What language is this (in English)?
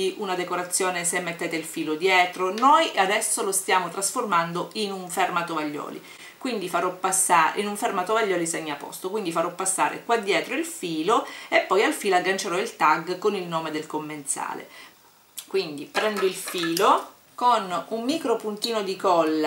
Italian